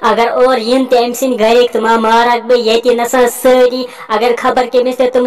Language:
Kashmiri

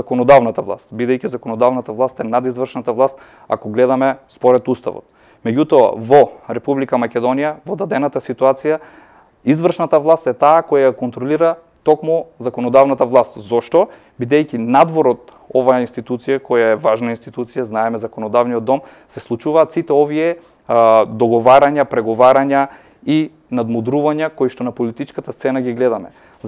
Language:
Macedonian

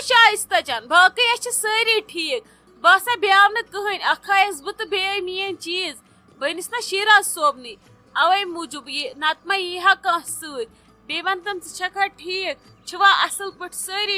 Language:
Kashmiri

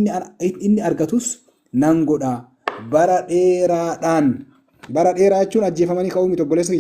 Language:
Oromo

